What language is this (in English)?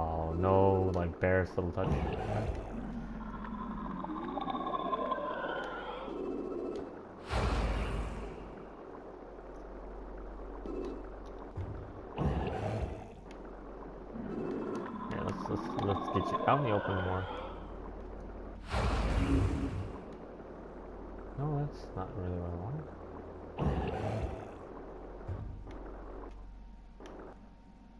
English